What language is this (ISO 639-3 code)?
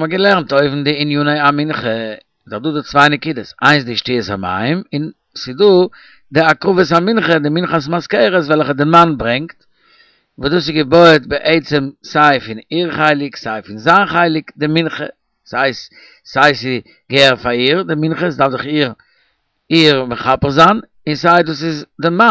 yid